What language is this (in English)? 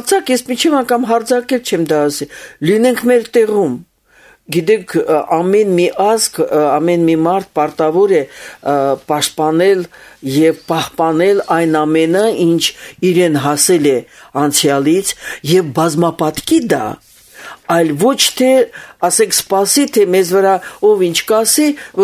Armenian